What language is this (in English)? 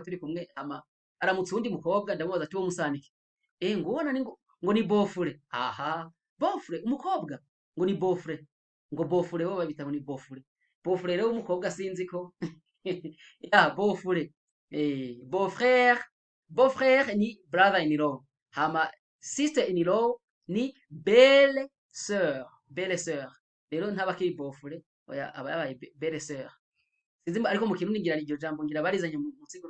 Rundi